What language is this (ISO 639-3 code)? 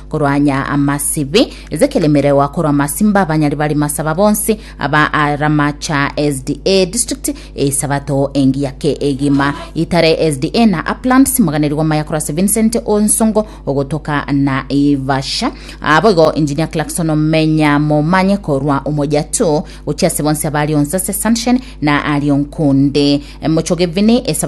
guz